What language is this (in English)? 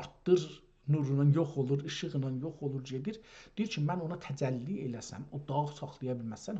South Azerbaijani